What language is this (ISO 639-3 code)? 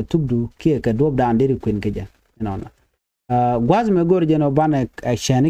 nus